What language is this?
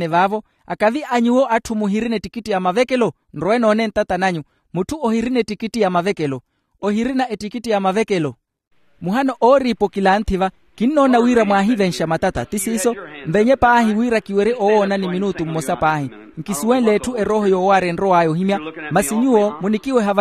Makhuwa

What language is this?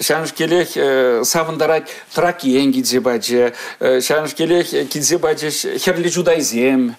Chuvash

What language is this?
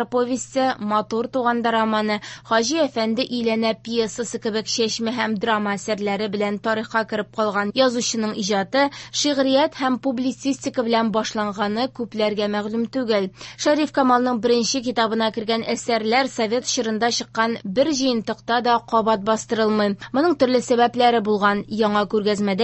Tatar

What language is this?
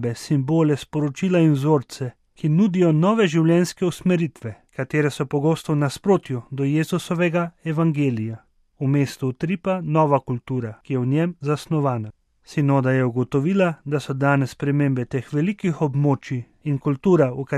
Slovenian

